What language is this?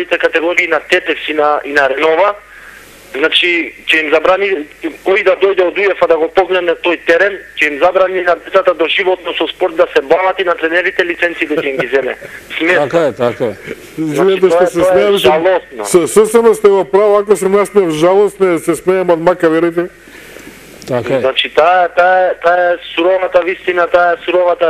Macedonian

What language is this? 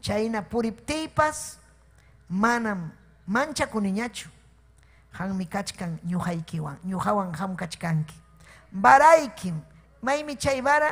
Ayacucho Quechua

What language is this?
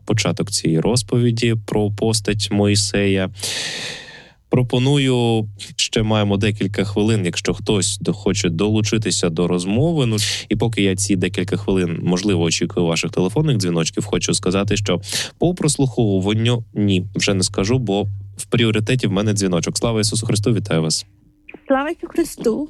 Ukrainian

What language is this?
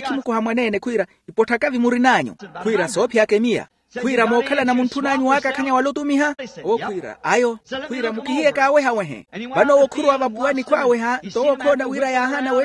Makhuwa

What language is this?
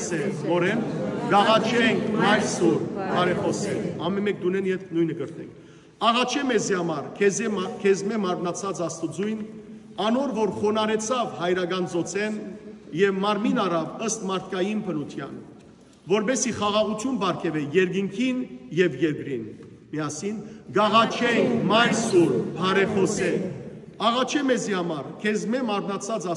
Western Armenian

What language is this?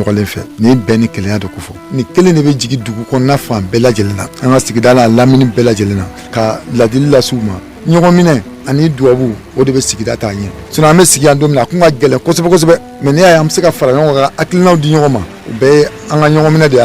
Bambara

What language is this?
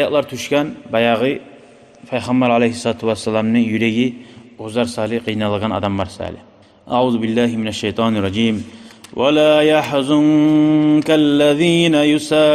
Kumyk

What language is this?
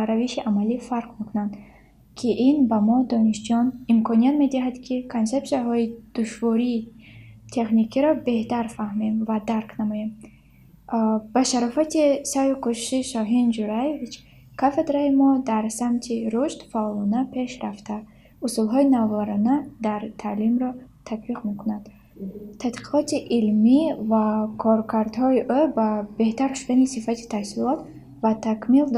Tajik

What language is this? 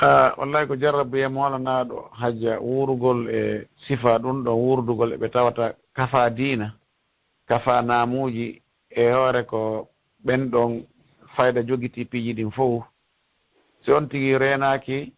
Fula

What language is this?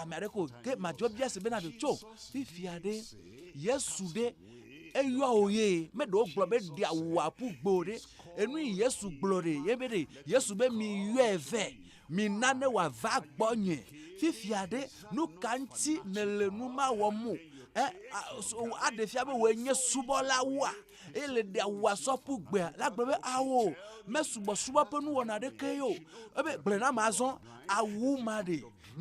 Ewe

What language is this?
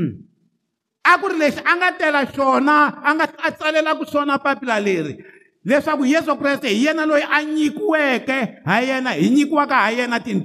Tsonga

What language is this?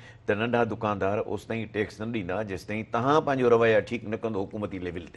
Sindhi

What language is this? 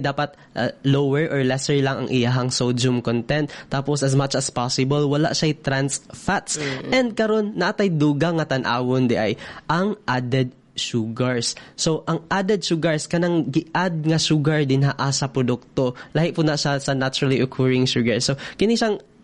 Cebuano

